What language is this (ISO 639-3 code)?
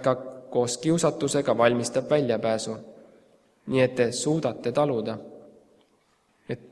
est